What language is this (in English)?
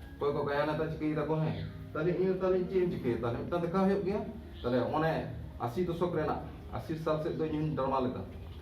Santali